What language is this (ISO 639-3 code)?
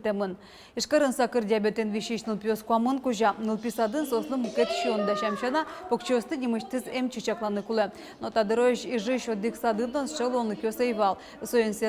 udm